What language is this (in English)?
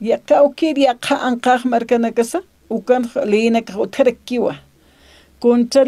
Aymara